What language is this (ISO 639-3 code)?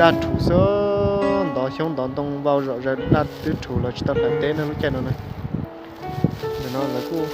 hmn